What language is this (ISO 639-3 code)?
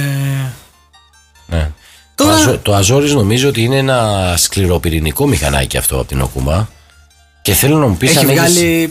ell